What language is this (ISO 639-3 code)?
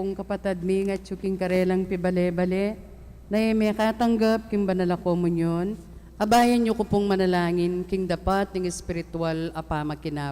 pam